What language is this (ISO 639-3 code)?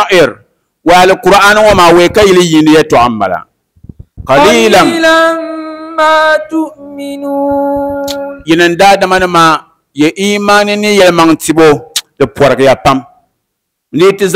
dag